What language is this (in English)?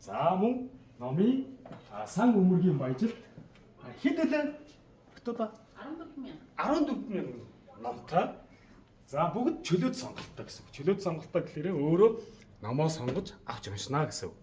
Mongolian